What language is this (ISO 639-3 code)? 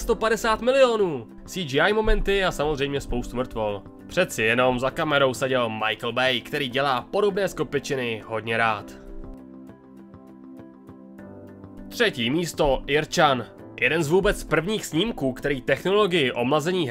ces